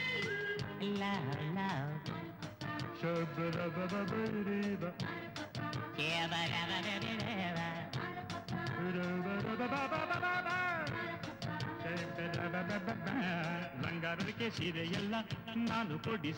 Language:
Kannada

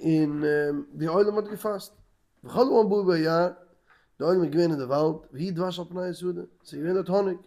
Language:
Yiddish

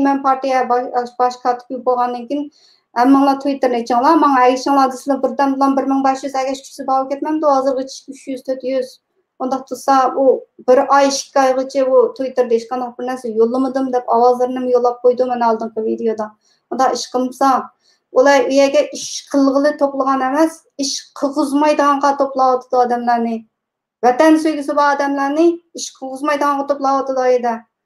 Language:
Uyghur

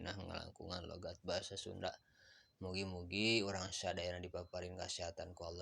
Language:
Sundanese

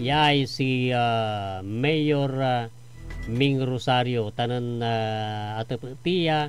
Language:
Pangasinan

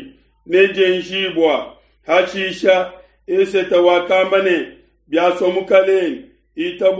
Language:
Luba-Lulua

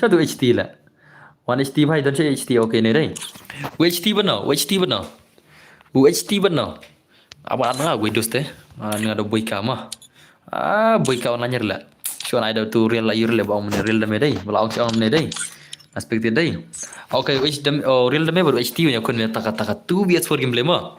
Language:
Khasi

